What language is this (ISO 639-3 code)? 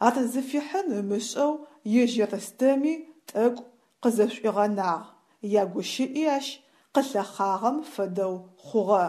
ady